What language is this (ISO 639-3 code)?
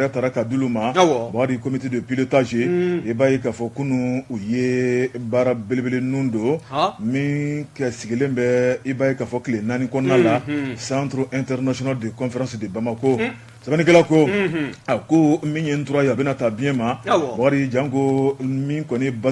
bam